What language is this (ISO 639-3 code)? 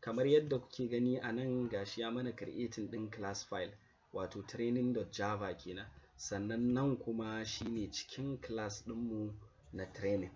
hau